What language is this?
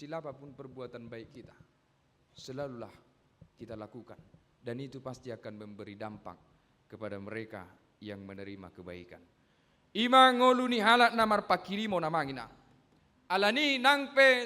Batak Toba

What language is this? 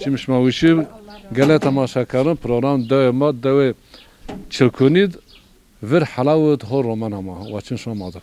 Zaza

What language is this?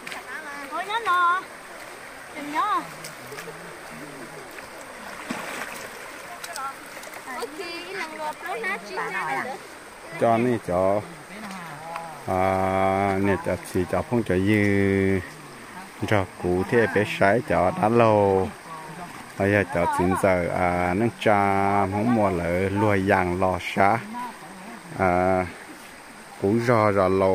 Vietnamese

